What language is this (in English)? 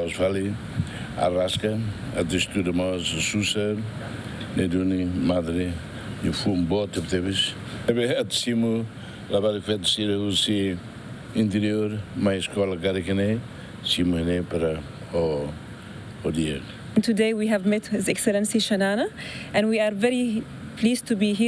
Tetum